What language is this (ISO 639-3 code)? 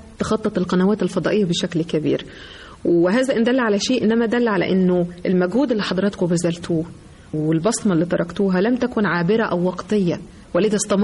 arz